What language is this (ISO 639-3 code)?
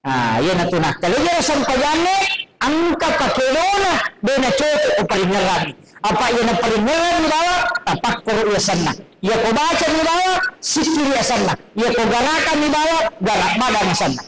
bug